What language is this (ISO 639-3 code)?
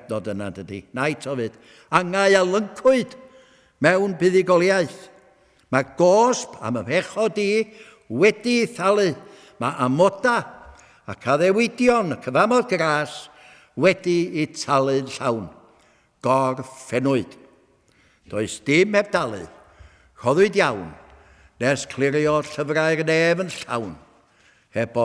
cym